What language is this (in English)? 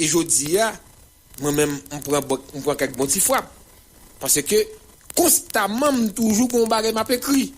Haitian Creole